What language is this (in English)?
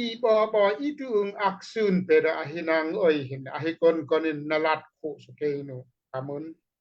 Daai Chin